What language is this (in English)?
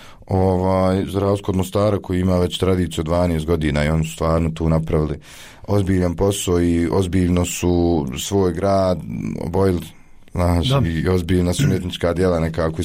Bosnian